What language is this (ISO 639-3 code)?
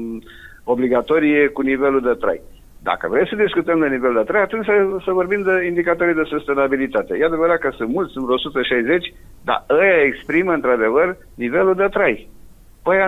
ron